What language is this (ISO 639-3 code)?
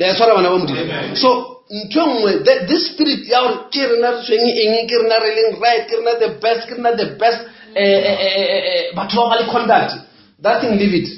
nso